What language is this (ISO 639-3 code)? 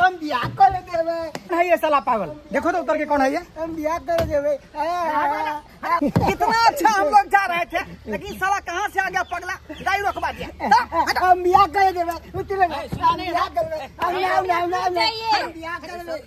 mai